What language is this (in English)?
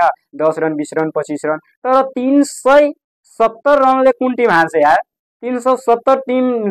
Nepali